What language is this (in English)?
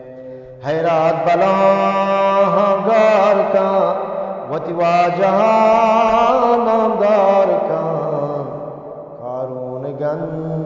Eastern Balochi